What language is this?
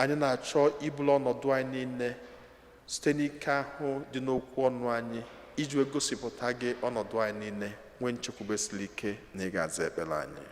Igbo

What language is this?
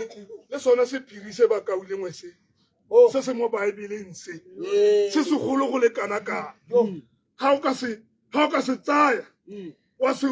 Tswana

